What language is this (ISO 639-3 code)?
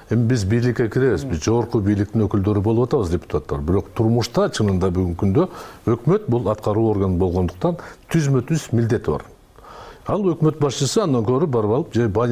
kir